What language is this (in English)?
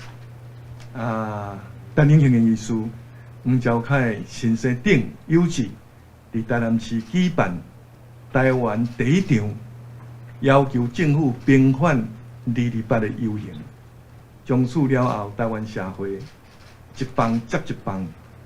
Min Nan Chinese